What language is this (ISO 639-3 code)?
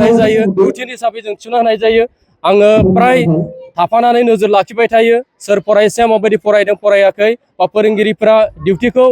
brx